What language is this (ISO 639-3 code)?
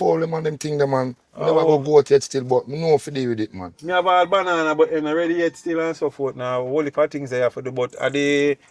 jam